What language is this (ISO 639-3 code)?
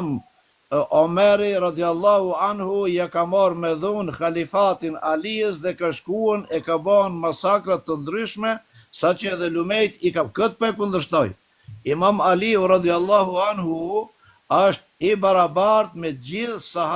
sqi